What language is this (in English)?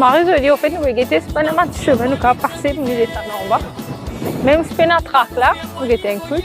Morisyen